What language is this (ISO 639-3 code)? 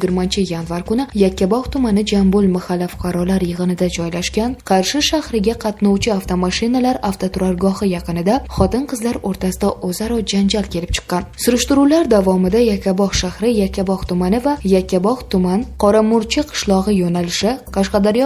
uzb